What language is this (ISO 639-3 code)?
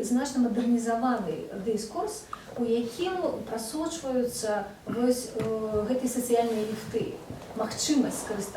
bel